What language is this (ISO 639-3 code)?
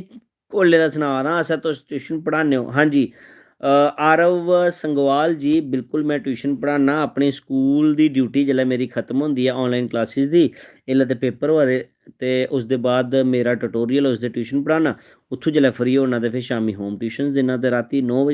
doi